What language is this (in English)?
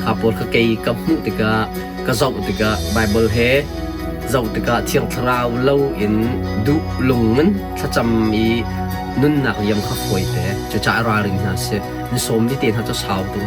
Hakha Chin